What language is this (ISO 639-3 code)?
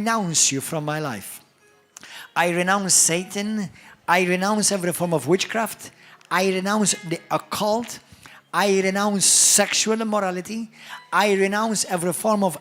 eng